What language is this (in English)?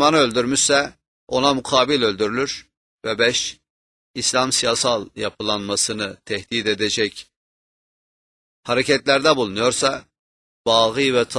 Turkish